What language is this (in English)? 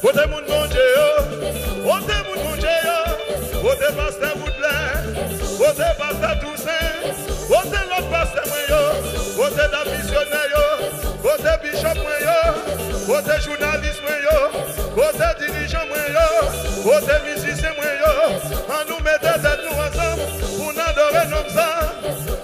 Haitian Creole